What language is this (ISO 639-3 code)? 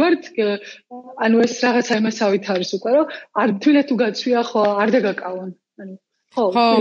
kat